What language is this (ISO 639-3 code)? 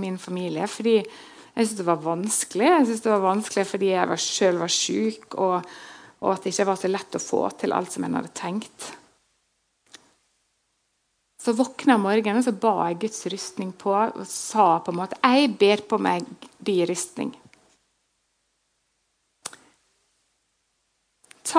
nor